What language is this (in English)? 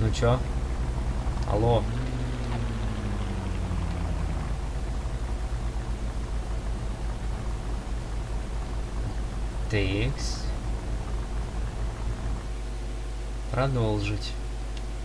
Russian